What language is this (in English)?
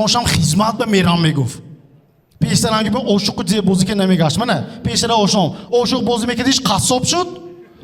Tajik